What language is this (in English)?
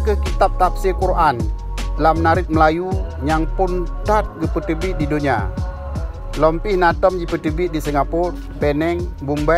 Achinese